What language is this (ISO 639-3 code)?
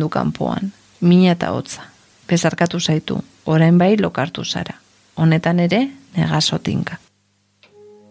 eus